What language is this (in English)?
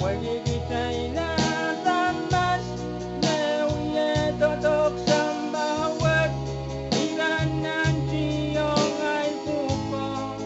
Pohnpeian